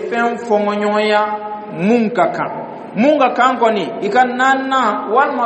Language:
Dyula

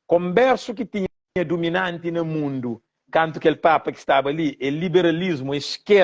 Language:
Kabuverdianu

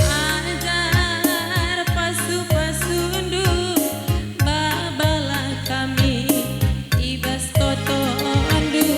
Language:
Batak Karo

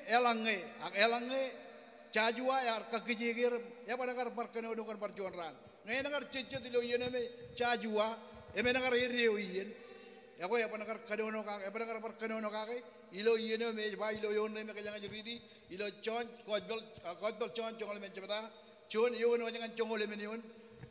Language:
Marshallese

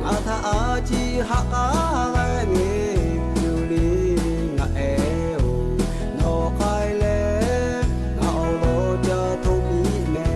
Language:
Lahu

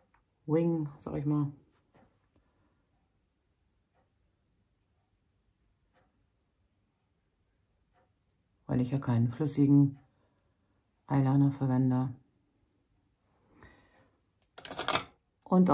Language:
German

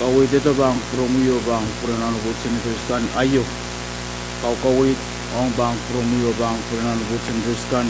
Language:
Pohnpeian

